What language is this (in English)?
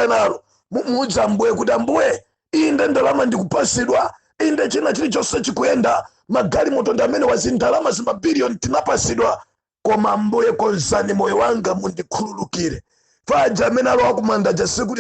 Nyanja